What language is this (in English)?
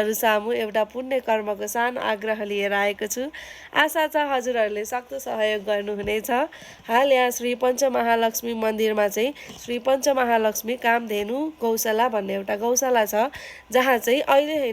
Nepali